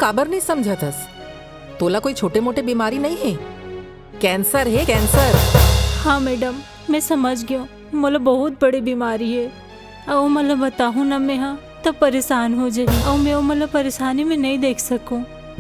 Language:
Chhattisgarhi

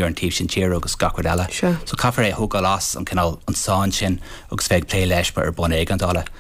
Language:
Irish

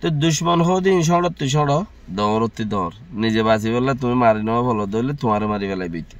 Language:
Rohingya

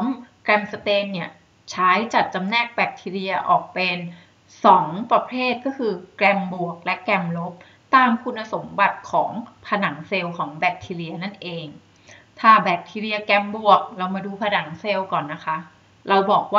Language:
Thai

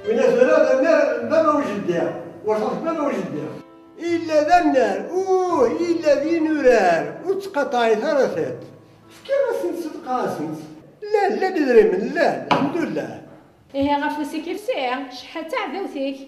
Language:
Kabyle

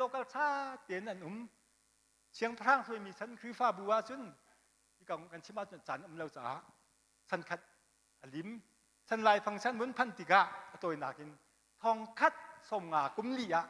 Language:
Hakha Chin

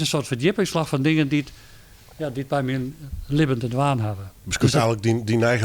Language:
Western Frisian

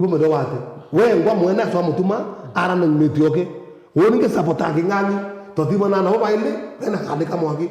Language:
Meru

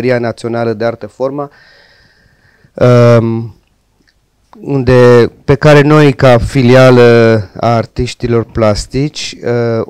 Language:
Romanian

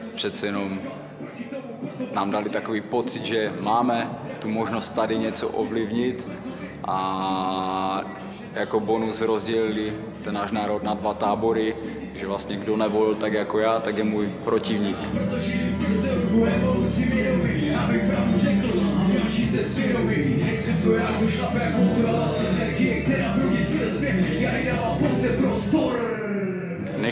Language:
Czech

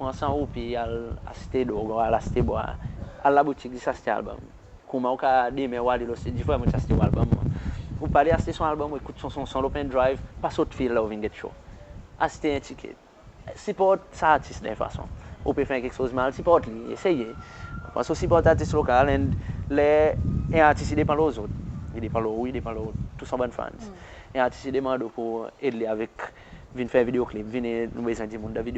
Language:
Seselwa Creole French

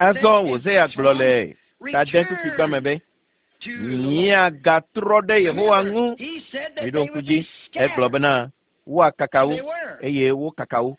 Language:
Ewe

